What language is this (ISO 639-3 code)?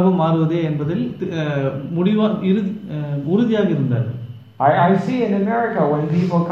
tam